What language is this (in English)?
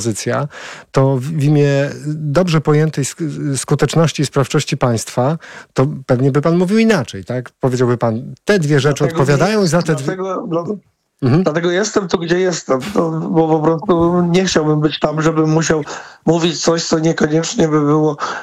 Polish